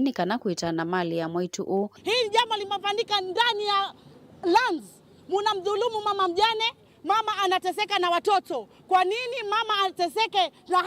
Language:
Kamba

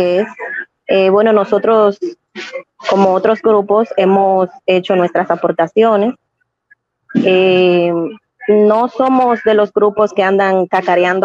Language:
Spanish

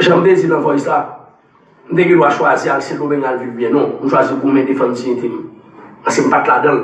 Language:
Haitian Creole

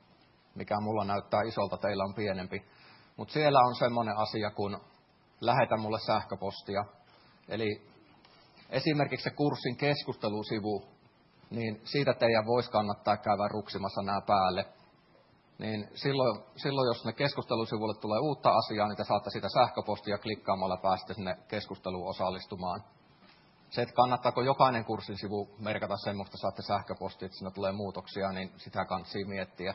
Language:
Finnish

